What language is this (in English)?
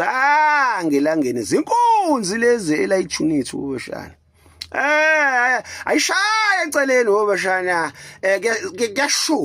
Zulu